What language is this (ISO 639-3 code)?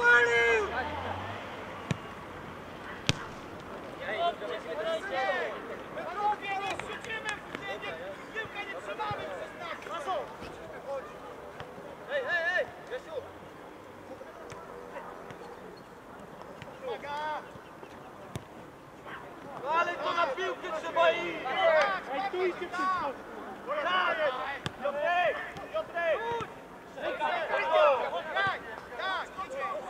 pol